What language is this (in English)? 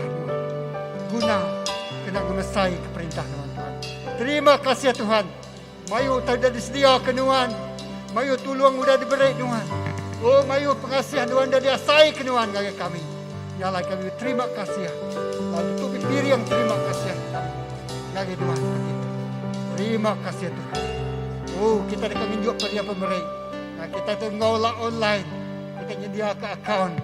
Iban